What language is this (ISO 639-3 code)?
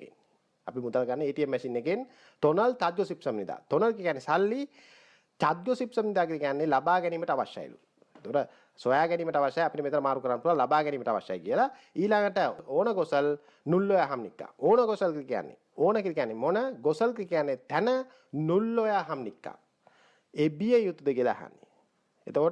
sin